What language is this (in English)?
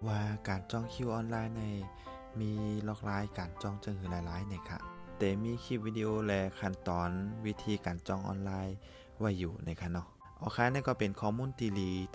Shan